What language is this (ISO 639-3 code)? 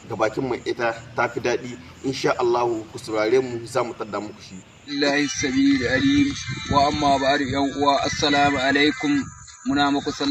hau